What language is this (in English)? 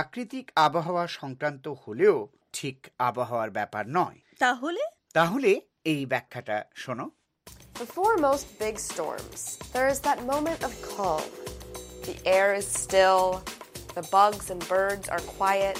Bangla